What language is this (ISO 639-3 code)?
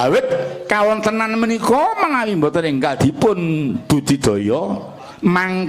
jav